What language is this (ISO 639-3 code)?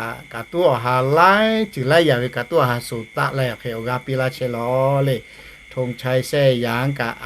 lhu